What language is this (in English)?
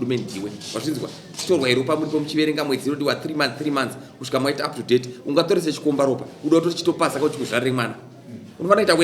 Shona